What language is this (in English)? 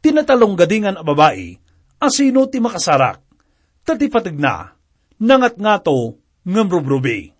Iloko